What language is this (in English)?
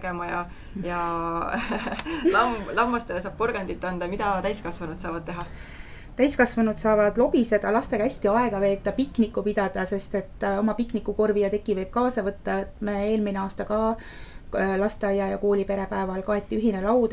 Estonian